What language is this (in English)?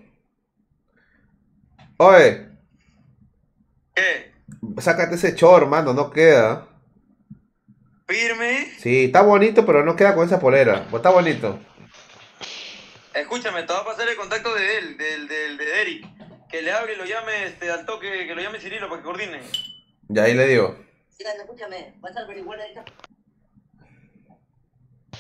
Spanish